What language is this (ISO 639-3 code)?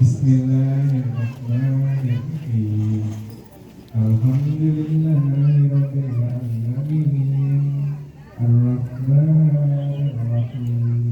bew